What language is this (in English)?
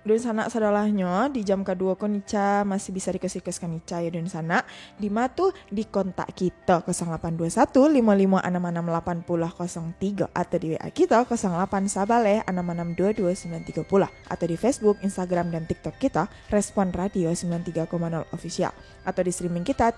Minangkabau